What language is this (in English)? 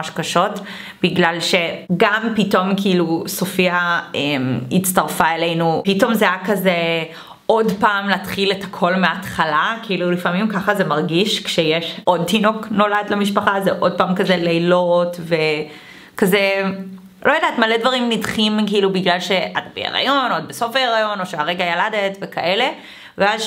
Hebrew